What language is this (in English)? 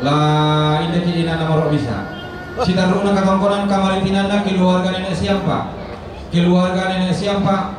Toraja-Sa'dan